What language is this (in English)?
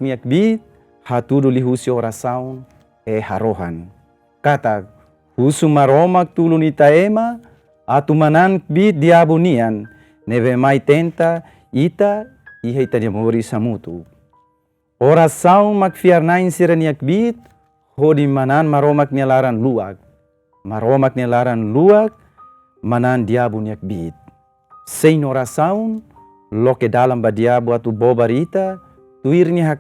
Tetum